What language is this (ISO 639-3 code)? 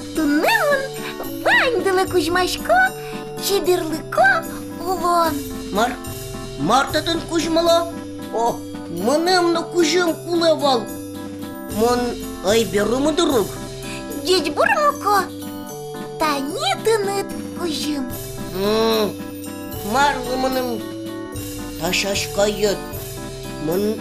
udm